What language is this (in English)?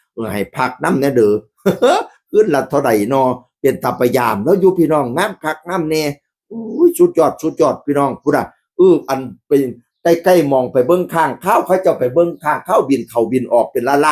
Northeastern Thai